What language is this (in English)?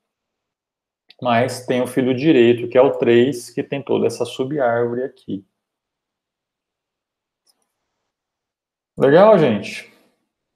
Portuguese